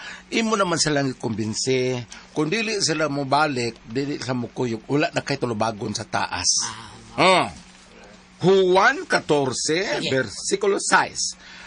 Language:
Cebuano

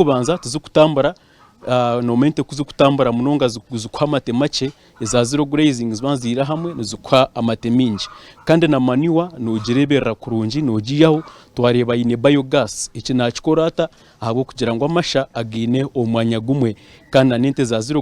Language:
Nyankole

